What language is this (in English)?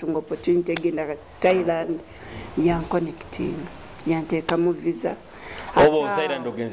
Nyoro